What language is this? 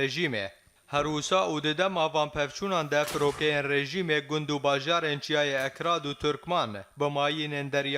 Kurdish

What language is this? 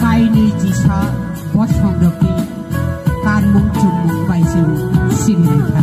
Kok Borok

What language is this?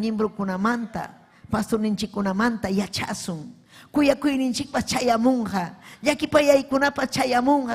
Ayacucho Quechua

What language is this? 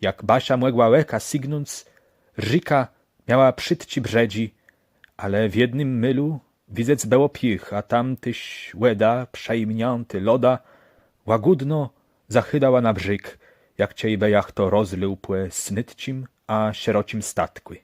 Kashubian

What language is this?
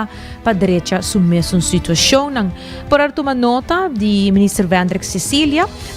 Papiamento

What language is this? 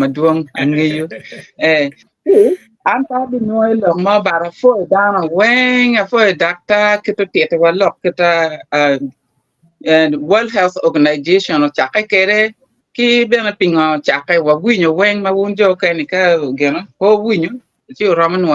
Acoli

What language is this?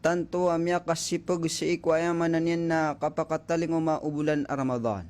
Maranao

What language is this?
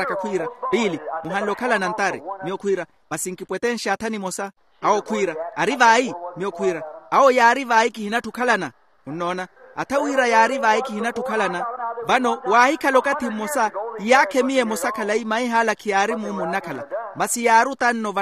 Makhuwa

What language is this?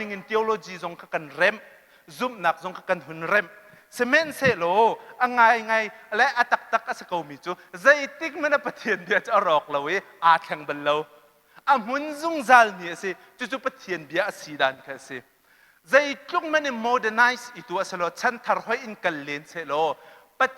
Hakha Chin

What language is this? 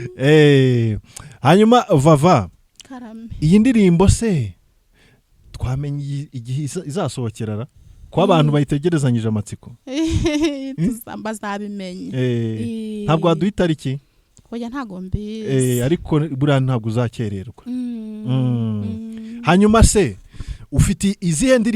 Kinyarwanda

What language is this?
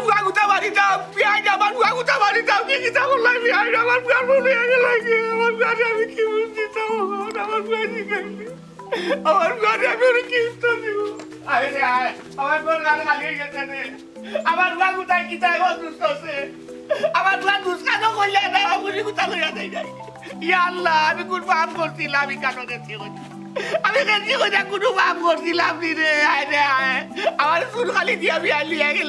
Sylheti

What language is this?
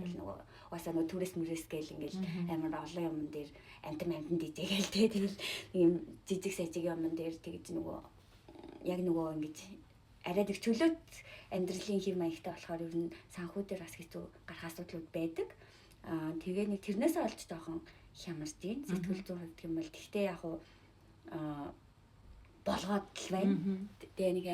Mongolian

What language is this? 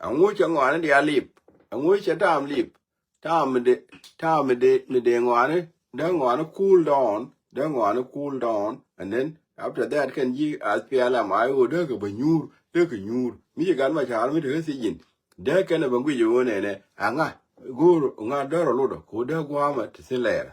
Nuer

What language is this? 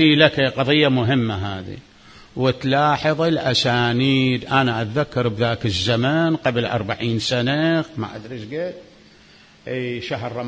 Mesopotamian Arabic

